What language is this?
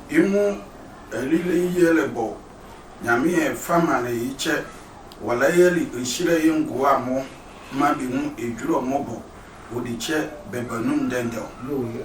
Sehwi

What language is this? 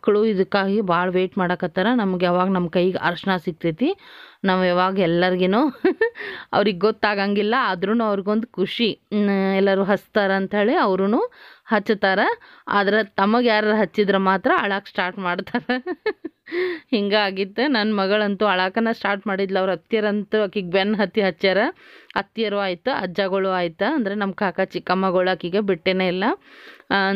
Kannada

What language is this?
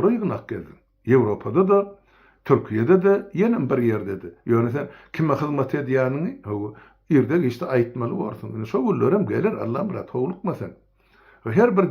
Turkmen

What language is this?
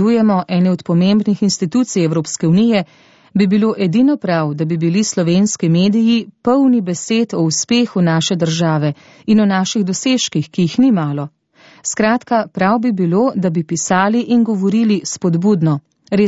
Slovenian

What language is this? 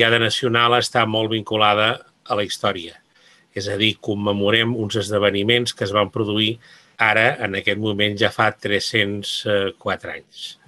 Catalan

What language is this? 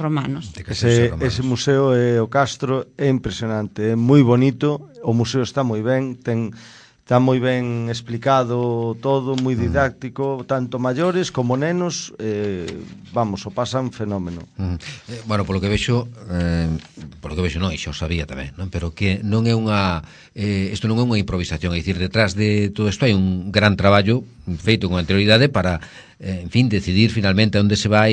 Galician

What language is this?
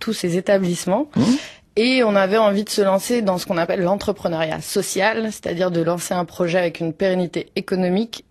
French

